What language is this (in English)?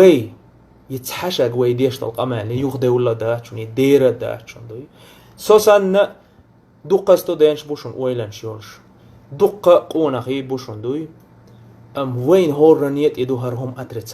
Chechen